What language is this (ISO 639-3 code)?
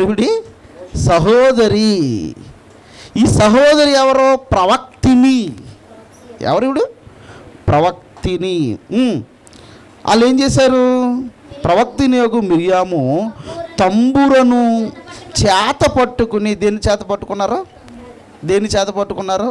tel